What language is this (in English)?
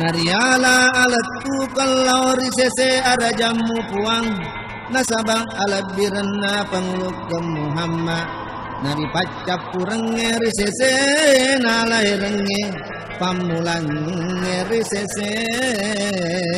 Buginese